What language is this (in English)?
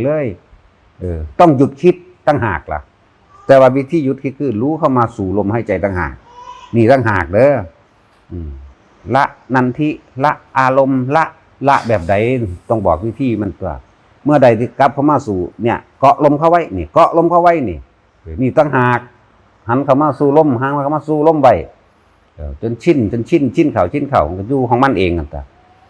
Northeastern Thai